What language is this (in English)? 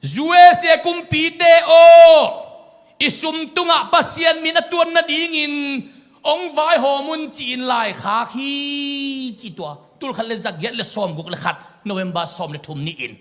Tedim Chin